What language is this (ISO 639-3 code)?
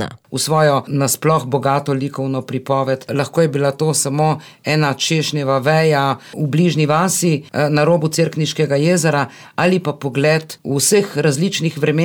slv